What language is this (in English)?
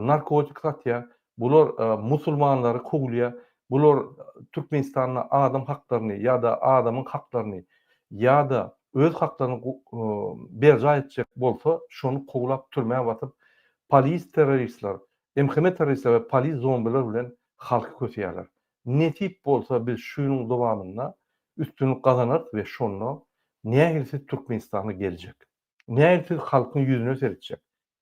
Turkmen